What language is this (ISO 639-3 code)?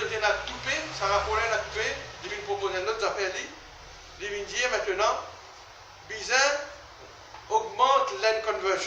mfe